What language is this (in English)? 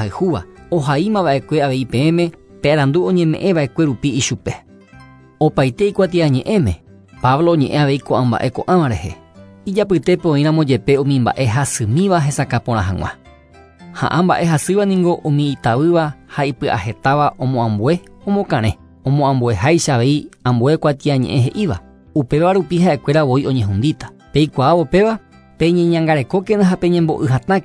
Guarani